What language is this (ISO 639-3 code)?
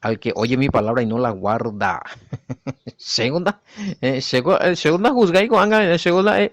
grn